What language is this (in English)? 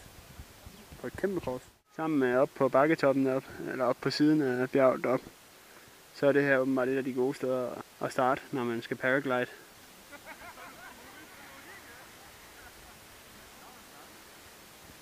Danish